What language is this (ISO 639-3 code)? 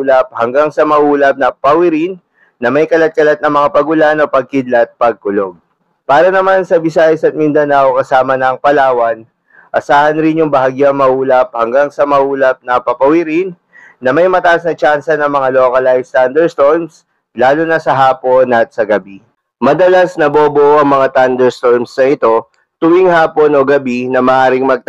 fil